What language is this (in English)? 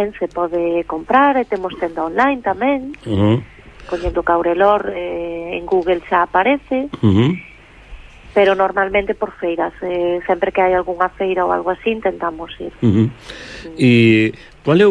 Galician